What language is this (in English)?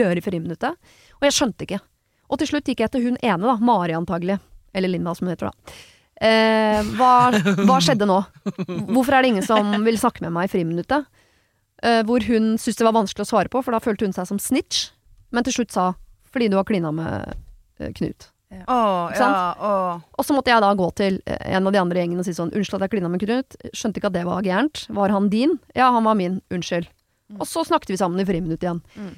Norwegian